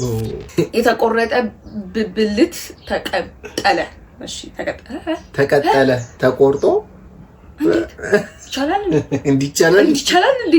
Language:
Amharic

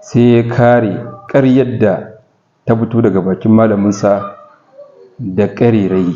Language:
Hausa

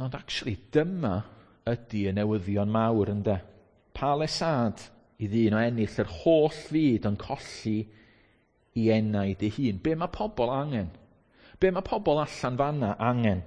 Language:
Welsh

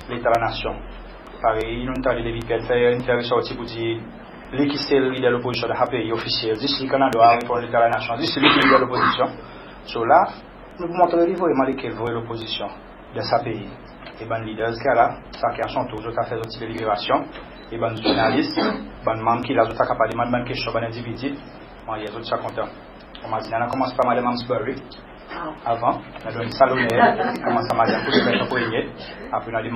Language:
Seselwa Creole French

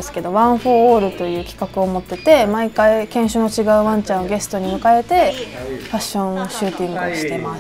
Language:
Japanese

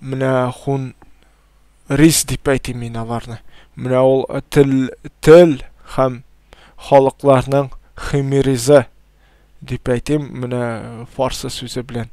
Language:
Tatar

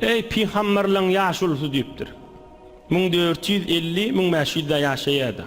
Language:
Turkmen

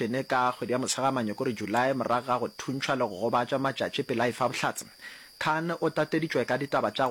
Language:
Northern Sotho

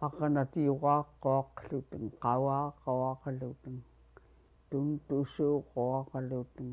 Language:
Central Yupik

